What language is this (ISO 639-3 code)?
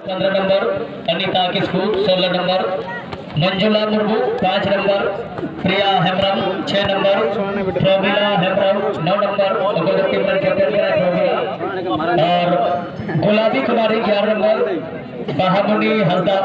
sat